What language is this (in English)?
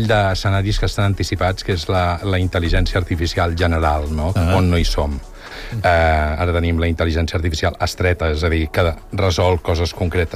Catalan